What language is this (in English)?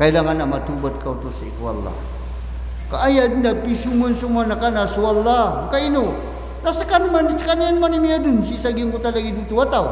Maranao